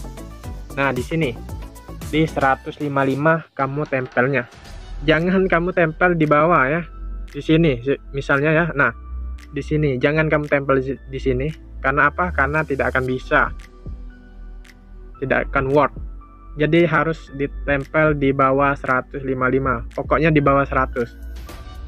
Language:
Indonesian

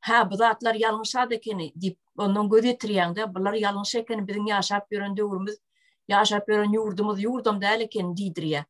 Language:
Turkmen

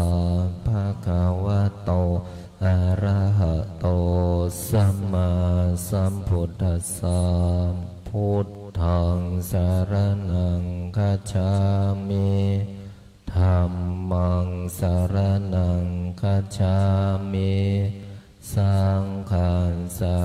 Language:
Pali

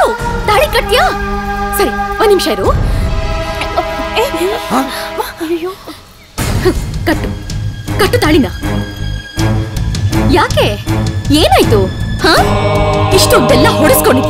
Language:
Kannada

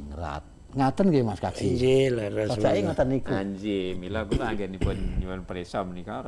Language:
Javanese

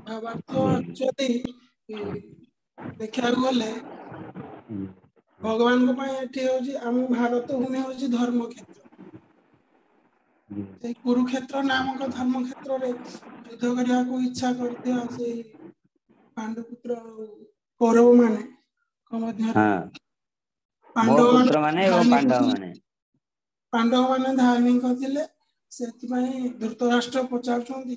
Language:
Odia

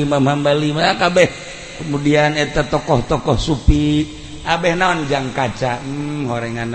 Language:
Sundanese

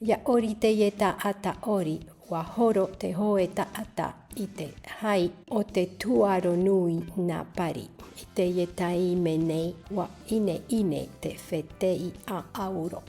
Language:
Tahitian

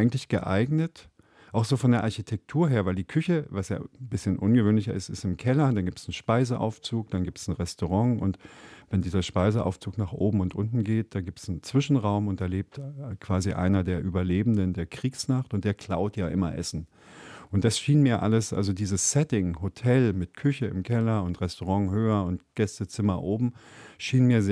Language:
German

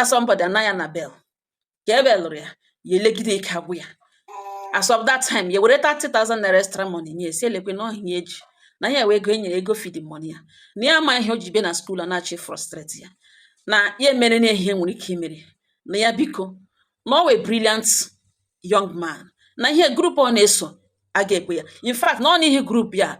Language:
Igbo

